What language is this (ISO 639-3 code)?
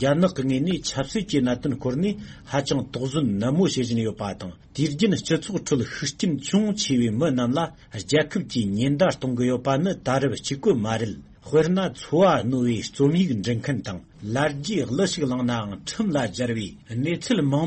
bod